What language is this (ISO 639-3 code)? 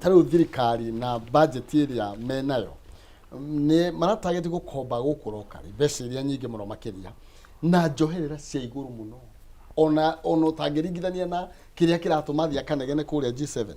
kik